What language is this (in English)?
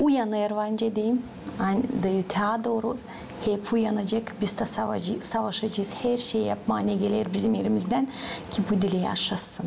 Gagauz